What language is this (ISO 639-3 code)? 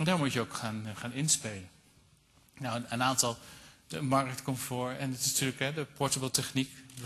nld